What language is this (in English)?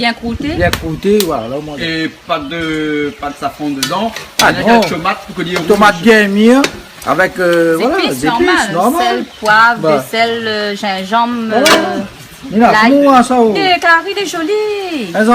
Réunion Creole French